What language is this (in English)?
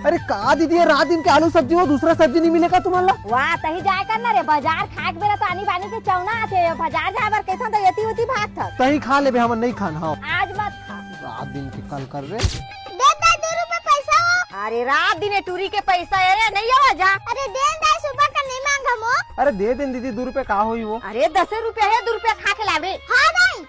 Chhattisgarhi